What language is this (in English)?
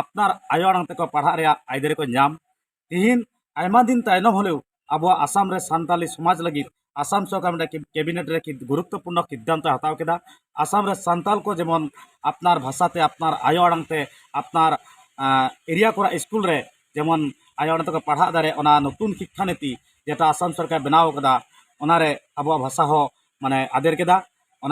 Santali